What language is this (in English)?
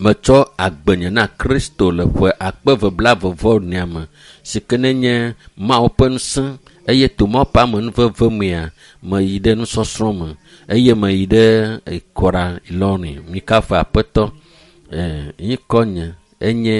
Ewe